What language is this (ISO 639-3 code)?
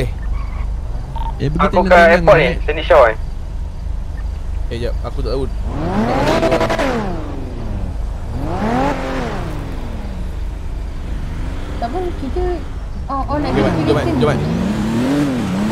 msa